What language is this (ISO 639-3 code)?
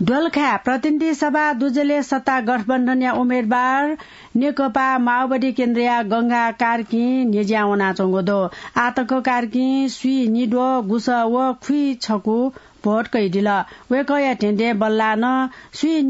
new